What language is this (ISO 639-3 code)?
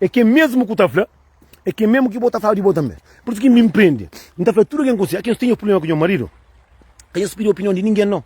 kea